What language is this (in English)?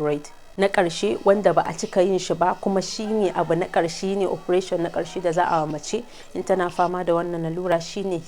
Hausa